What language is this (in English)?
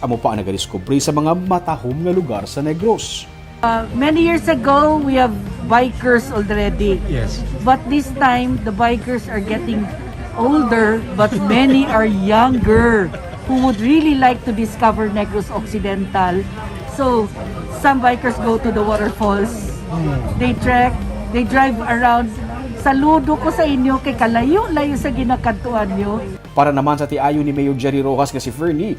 Hiligaynon